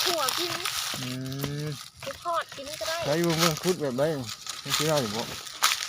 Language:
Lao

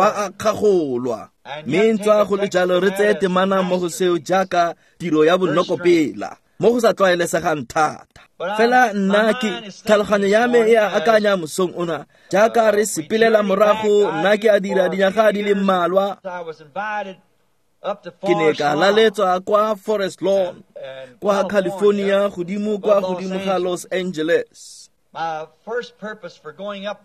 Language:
Tswana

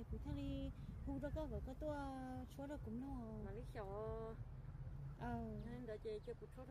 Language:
Hmong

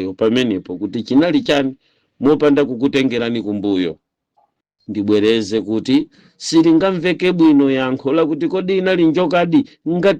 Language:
Nyanja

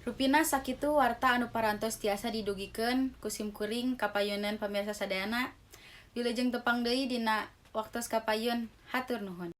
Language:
Sundanese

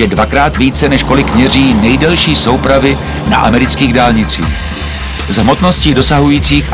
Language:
Czech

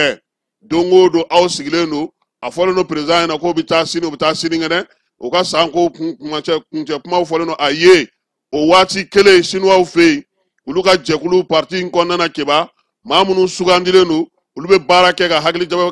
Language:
Bambara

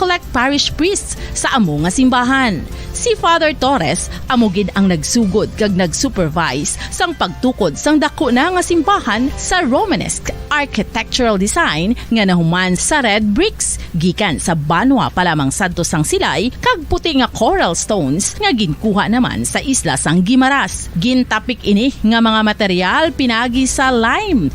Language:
Hiligaynon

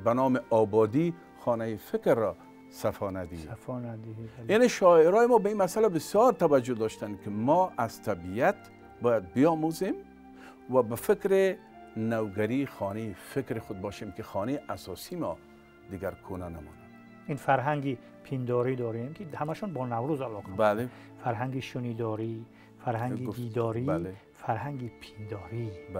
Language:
Tajik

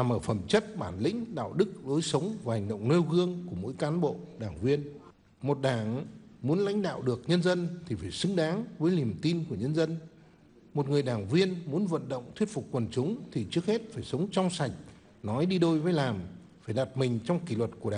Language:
Vietnamese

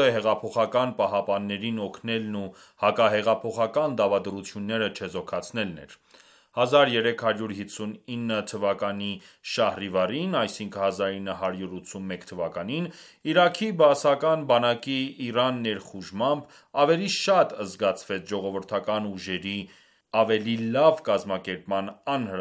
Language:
Armenian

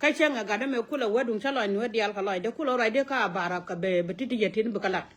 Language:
Nuer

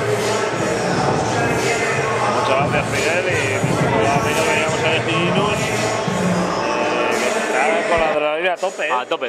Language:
Spanish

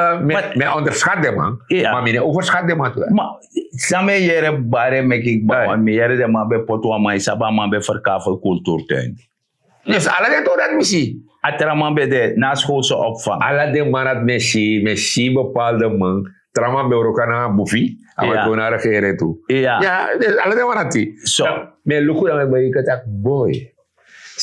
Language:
Sranan Tongo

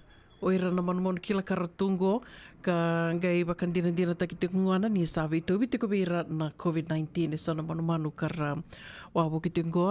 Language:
Fijian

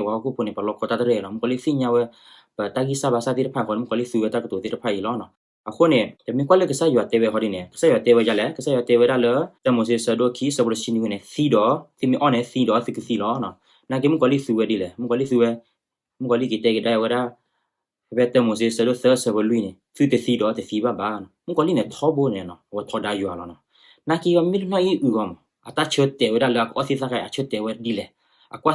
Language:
S'gaw Karen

